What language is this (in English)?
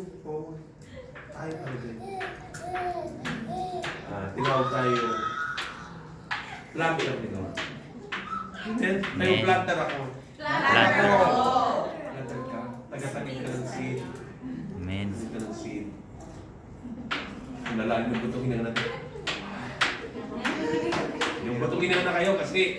Filipino